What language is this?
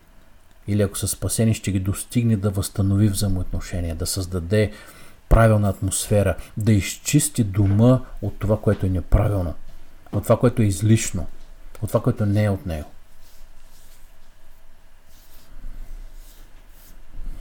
Bulgarian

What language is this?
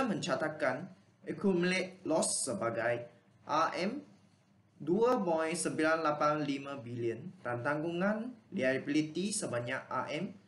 Malay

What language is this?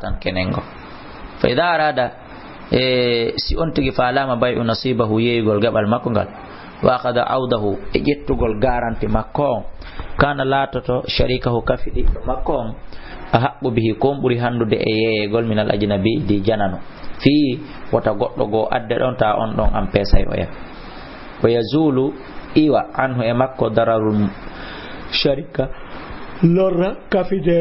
Fula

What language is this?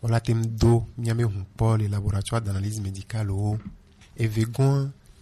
Gen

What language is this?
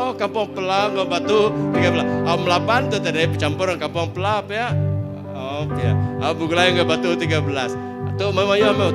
Iban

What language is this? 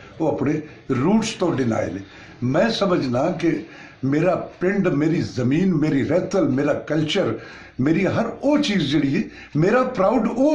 Punjabi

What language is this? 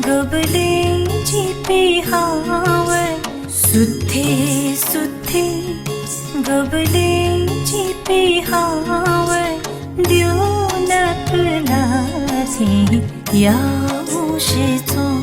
Newari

